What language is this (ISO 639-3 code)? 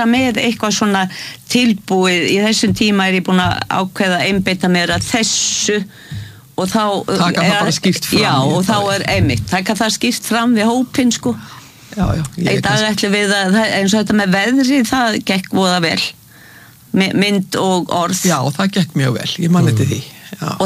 isl